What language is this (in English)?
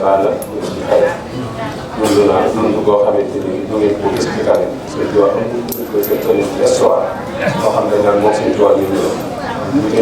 Wolof